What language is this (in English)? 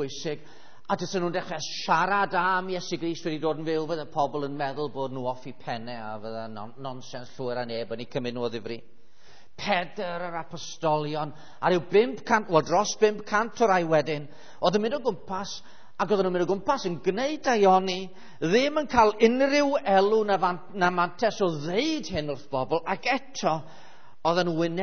Welsh